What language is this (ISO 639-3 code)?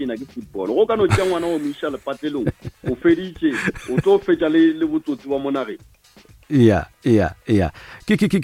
nso